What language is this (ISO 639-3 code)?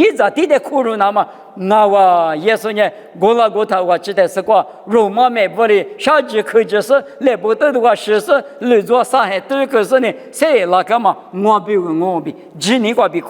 lis